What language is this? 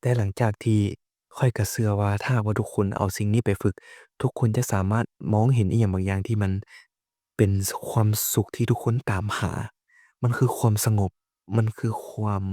Lao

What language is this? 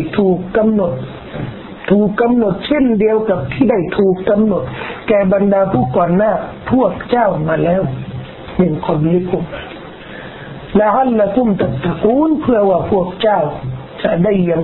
Thai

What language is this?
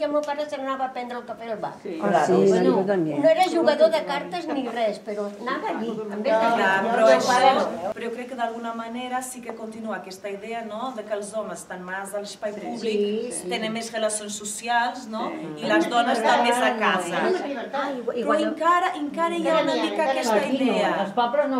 Catalan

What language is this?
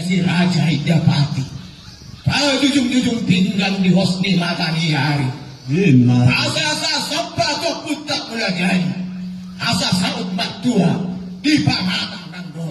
Batak Toba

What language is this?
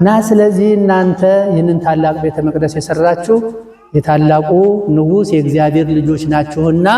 Amharic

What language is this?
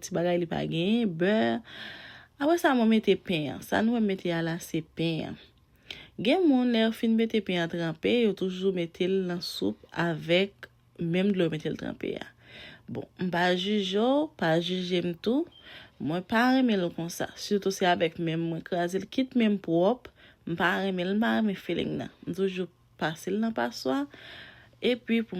Haitian Creole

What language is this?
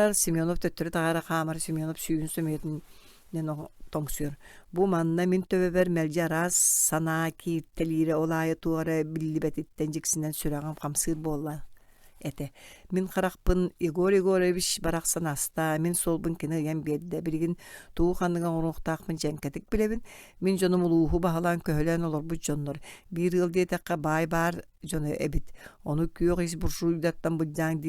Yakut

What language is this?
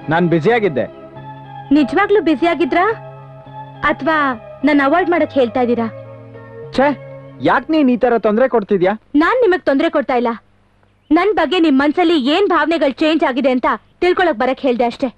Kannada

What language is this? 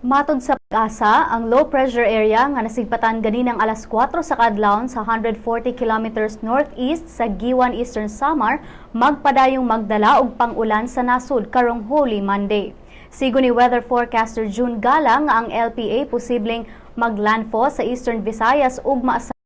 Cebuano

